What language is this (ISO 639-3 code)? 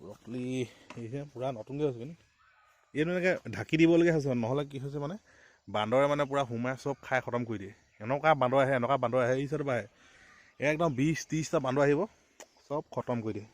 asm